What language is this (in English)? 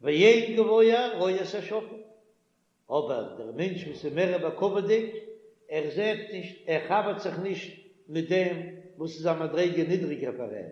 Yiddish